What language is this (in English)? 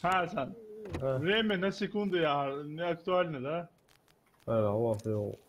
Ingush